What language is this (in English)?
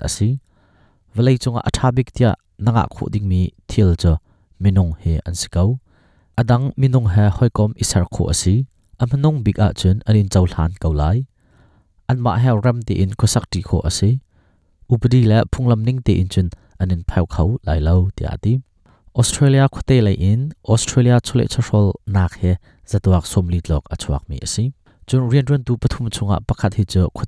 Hakha Chin